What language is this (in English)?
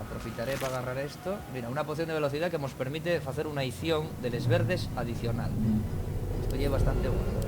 Asturian